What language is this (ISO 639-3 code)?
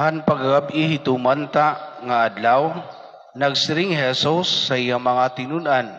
war